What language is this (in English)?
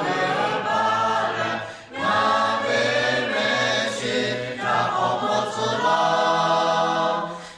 Lahu